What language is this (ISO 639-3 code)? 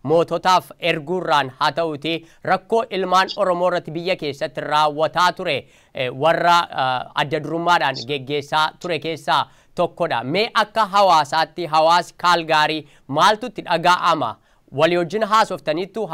orm